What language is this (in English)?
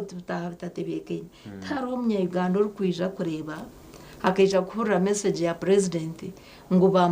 Nyankole